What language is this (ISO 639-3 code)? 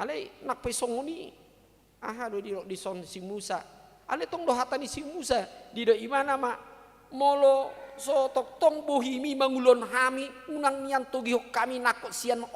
bbc